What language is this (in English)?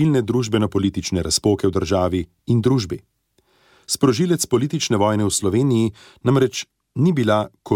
Slovenian